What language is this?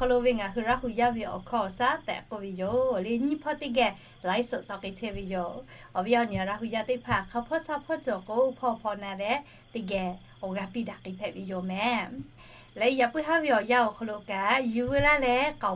Lahu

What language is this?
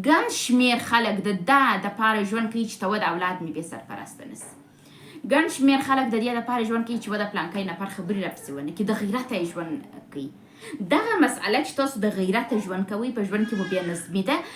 Pashto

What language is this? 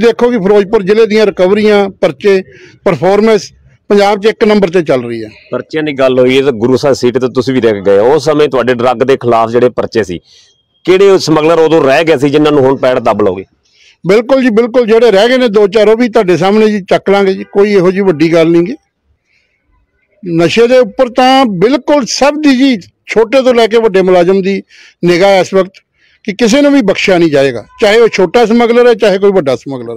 Punjabi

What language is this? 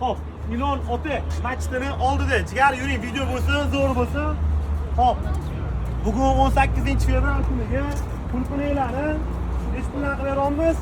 Uzbek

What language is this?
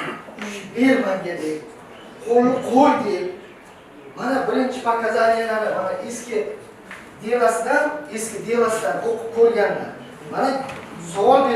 Uzbek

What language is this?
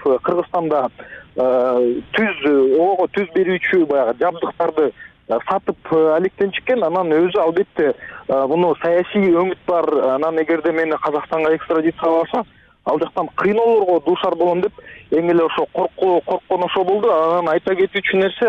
Kyrgyz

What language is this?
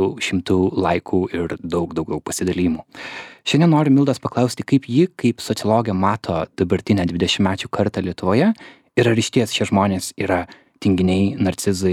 Lithuanian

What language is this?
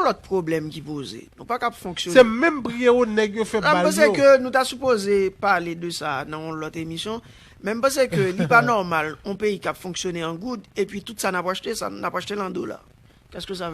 Haitian Creole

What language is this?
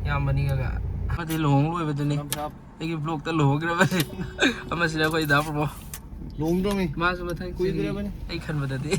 Manipuri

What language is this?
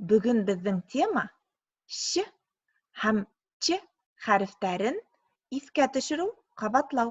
Bashkir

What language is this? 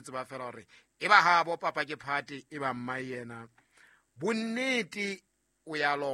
Southern Sotho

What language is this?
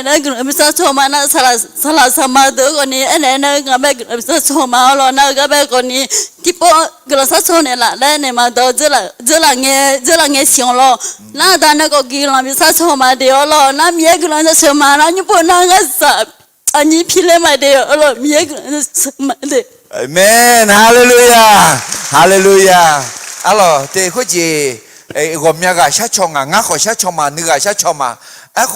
Akha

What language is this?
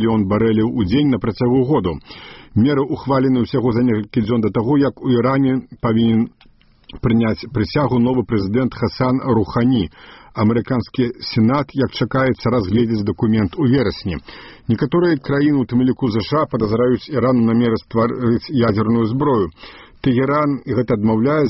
Belarusian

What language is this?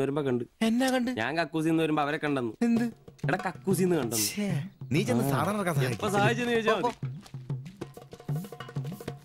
Malayalam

